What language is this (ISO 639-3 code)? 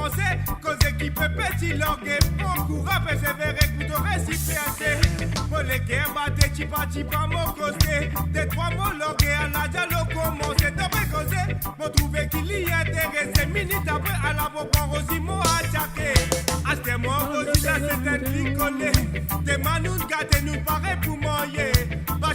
mfe